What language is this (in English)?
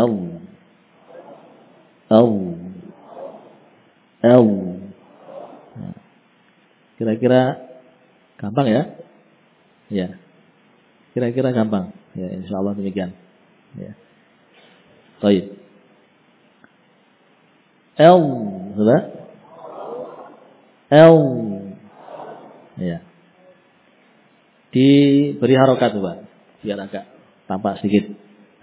Indonesian